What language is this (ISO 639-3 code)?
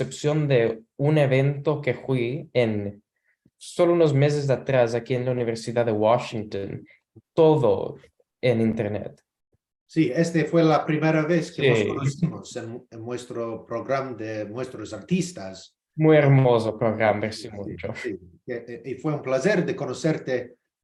lad